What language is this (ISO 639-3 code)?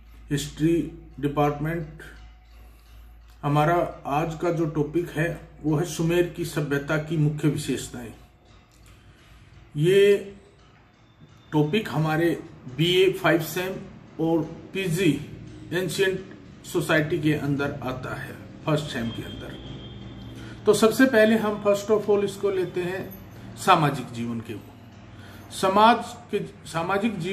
hin